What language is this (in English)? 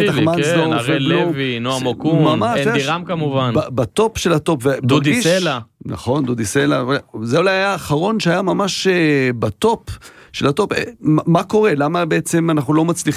Hebrew